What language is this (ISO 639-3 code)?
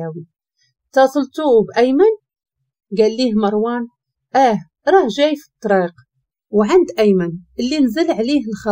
ary